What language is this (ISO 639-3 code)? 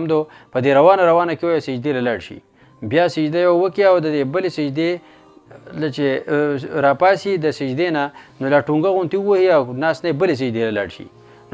pus